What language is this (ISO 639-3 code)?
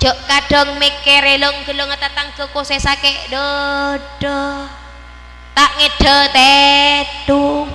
mad